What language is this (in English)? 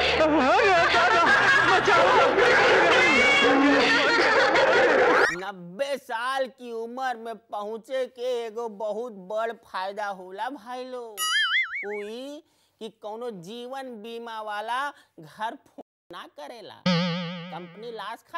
Bhojpuri